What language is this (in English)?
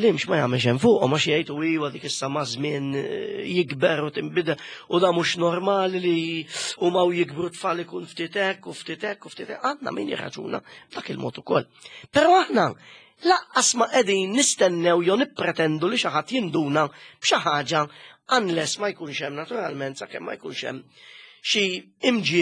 Maltese